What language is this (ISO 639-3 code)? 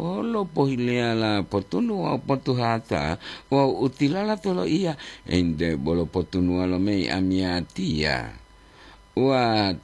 gor